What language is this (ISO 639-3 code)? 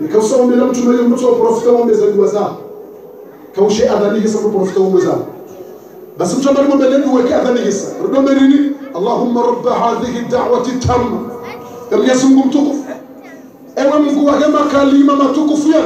zdj